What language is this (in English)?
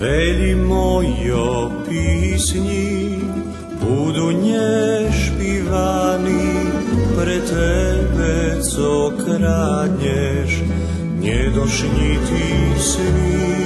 Rusyn